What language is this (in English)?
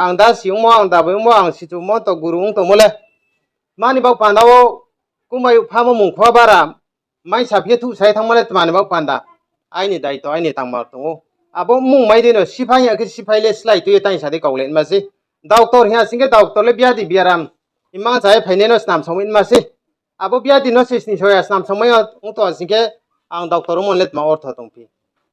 Riang (India)